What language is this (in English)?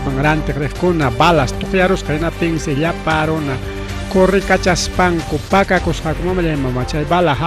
Ayacucho Quechua